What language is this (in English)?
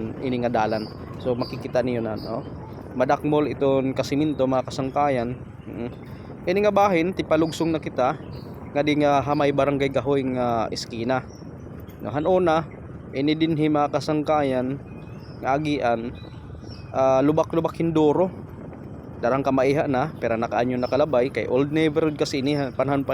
Waray